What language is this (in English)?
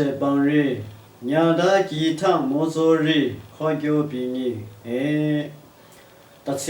Lashi